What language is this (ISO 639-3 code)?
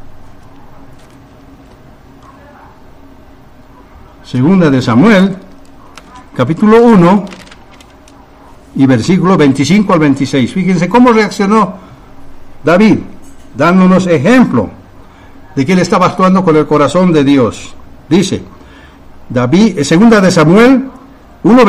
spa